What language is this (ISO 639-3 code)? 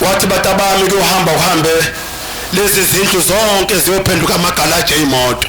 zul